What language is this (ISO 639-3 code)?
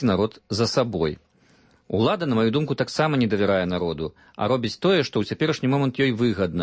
bel